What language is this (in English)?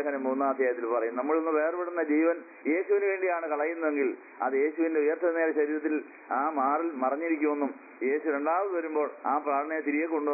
Malayalam